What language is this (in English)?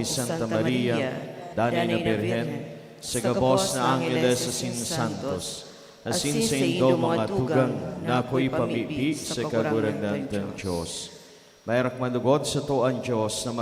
Bikol